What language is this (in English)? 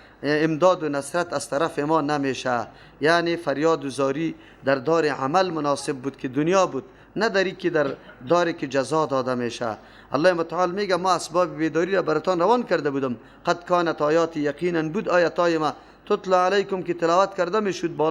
Persian